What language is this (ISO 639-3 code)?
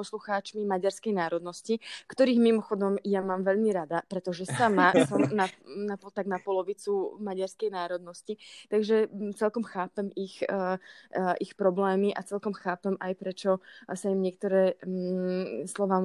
slk